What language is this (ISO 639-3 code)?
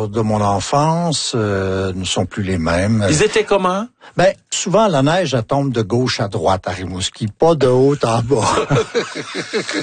fra